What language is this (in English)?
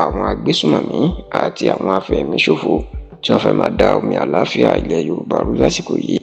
Yoruba